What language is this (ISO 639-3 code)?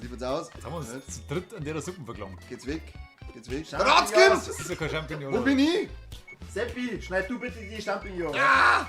bar